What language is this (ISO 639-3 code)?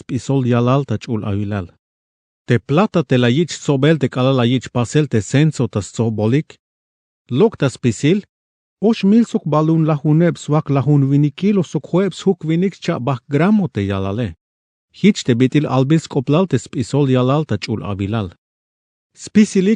tzh